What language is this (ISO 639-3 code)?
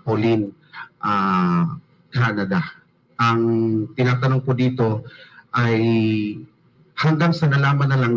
fil